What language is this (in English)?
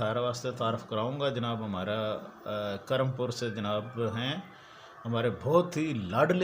Haryanvi